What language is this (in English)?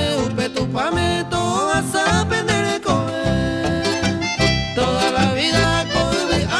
Guarani